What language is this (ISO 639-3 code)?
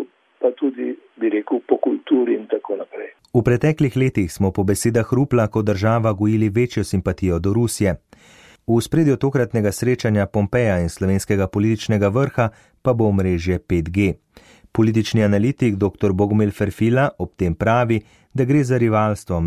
slv